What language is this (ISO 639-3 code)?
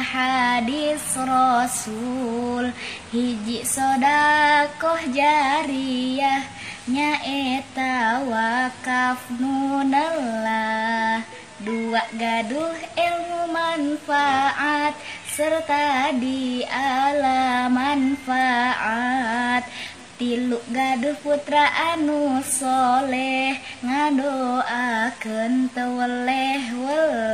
sun